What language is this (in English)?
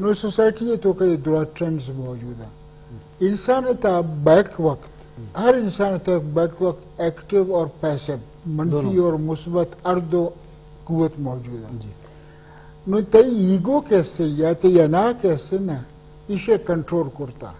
Eastern Balochi